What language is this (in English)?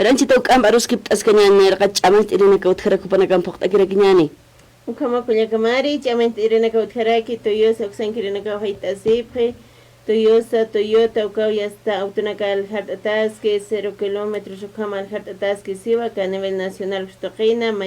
Aymara